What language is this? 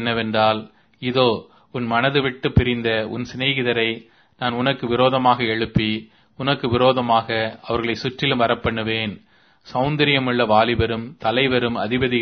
Tamil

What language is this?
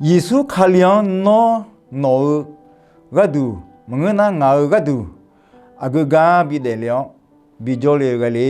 Akha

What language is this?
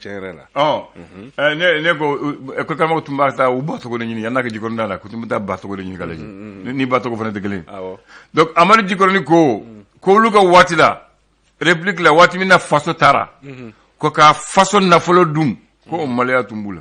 Bambara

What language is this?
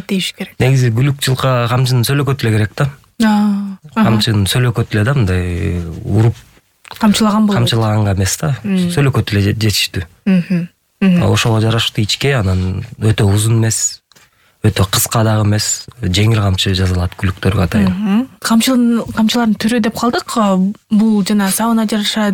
Kyrgyz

